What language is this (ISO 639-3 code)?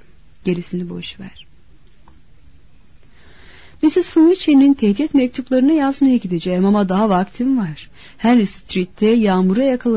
tur